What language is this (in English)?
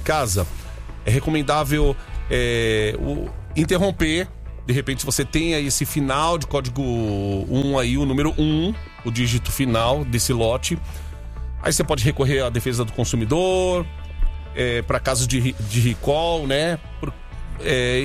Portuguese